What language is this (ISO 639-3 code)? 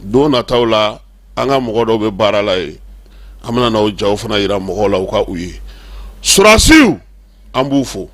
bam